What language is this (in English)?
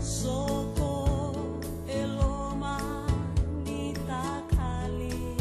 Fijian